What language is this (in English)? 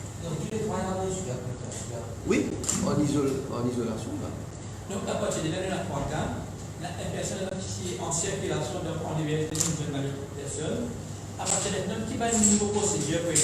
Morisyen